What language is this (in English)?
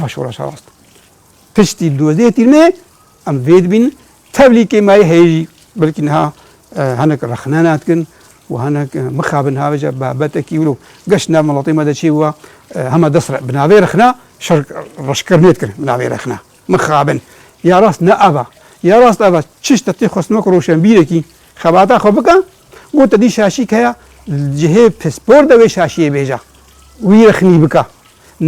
Kurdish